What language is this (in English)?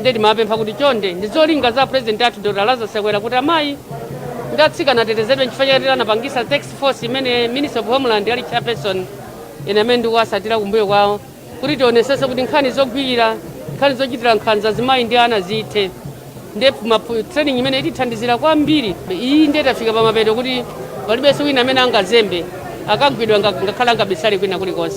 Nyanja